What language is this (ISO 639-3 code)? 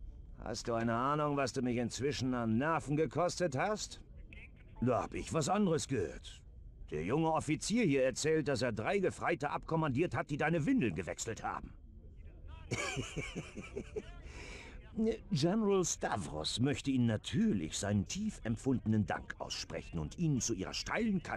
deu